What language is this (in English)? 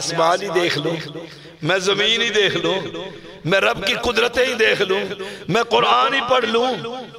Urdu